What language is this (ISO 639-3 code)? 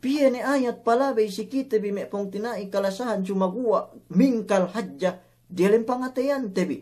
yka